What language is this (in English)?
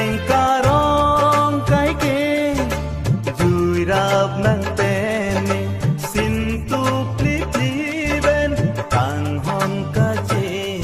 Karbi